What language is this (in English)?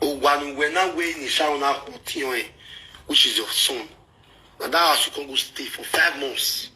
Nigerian Pidgin